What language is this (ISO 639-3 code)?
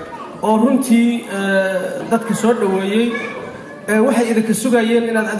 som